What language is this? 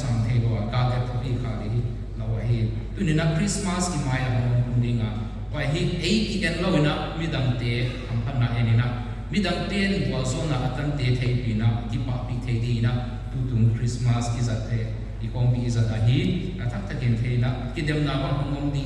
Paite Chin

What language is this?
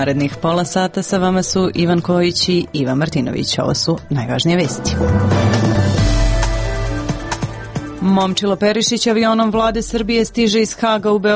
Serbian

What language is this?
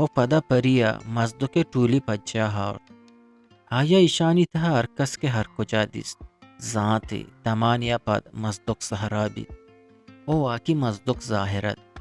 Eastern Balochi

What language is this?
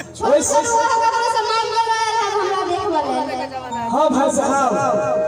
Maithili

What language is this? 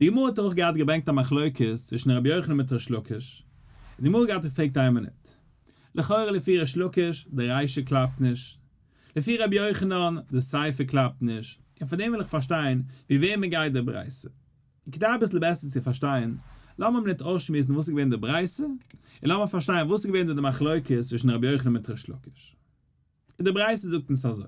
Yiddish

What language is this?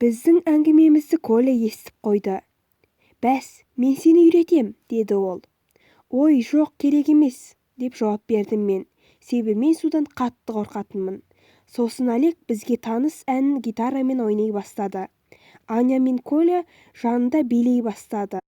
Kazakh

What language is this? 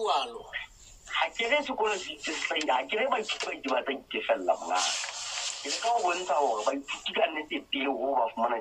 Southern Sotho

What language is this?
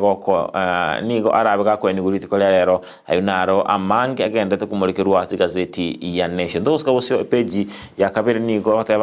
Gusii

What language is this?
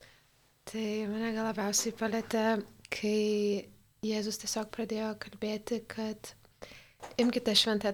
Lithuanian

